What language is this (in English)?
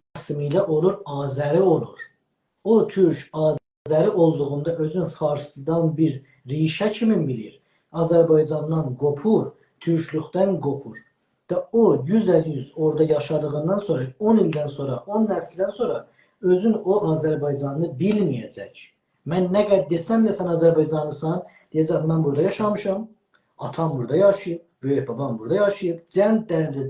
South Azerbaijani